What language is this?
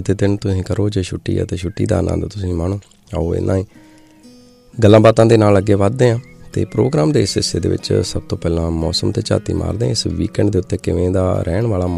Punjabi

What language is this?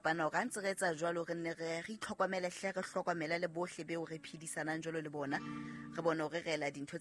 Southern Sotho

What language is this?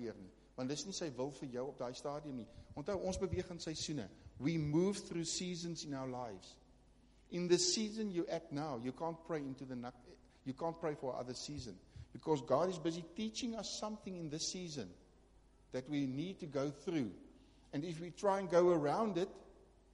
Afrikaans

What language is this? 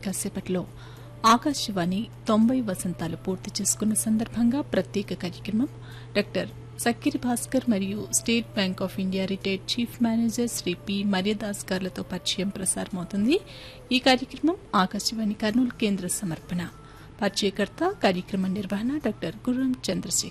Telugu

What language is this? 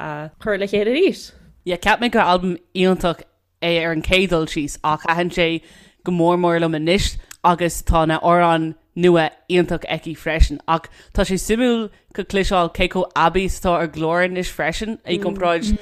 Irish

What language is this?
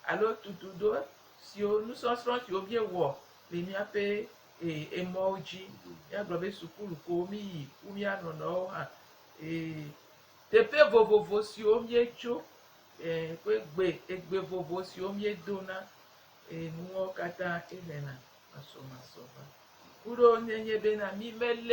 Gen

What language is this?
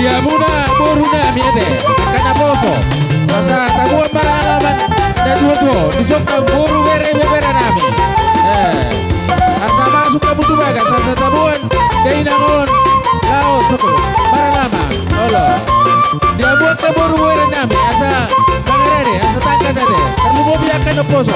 Batak Toba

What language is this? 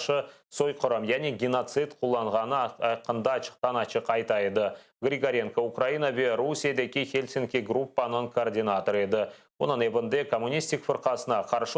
Crimean Tatar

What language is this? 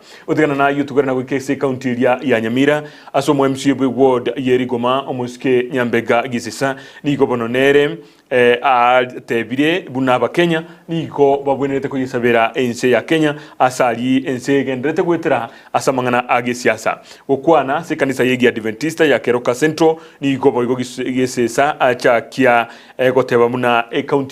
Gusii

